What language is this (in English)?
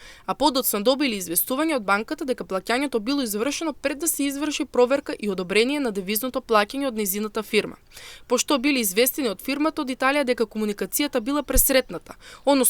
Macedonian